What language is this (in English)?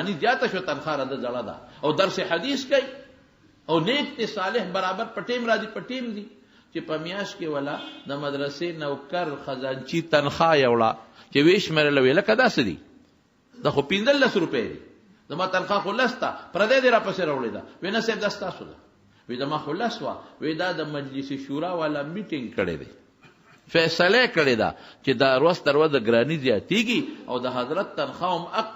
Pashto